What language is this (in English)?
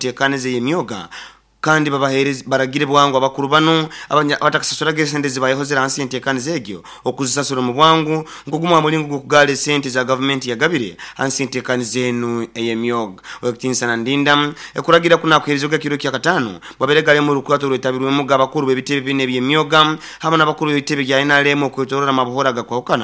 Nyankole